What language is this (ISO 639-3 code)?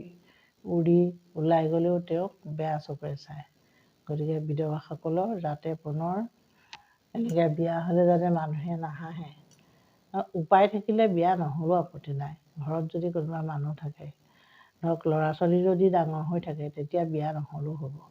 asm